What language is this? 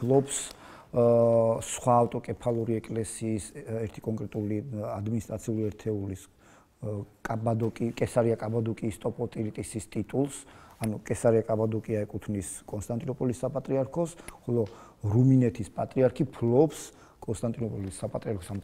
Georgian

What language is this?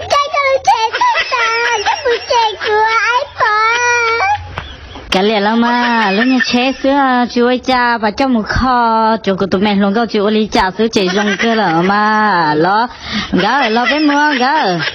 Hmong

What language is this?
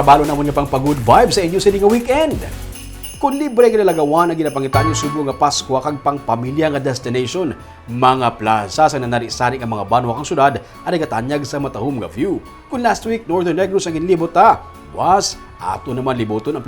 Hiligaynon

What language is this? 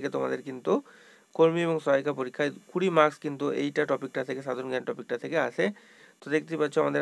Bangla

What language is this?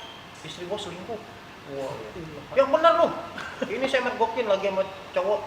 Betawi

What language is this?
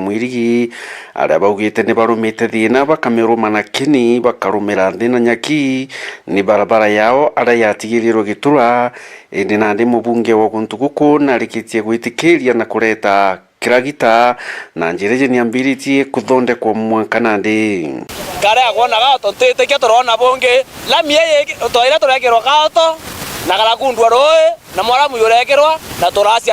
Meru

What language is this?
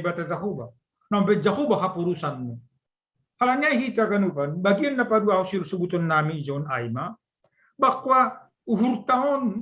Batak Simalungun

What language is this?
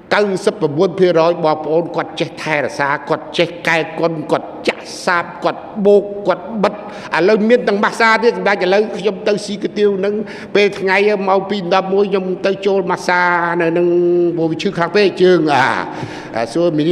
Khmer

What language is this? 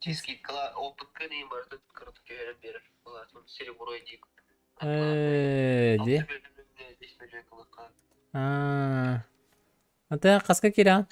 Yakut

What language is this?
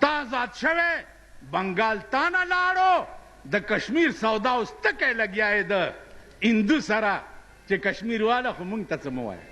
Pashto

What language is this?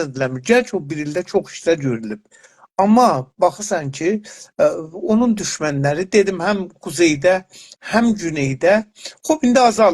South Azerbaijani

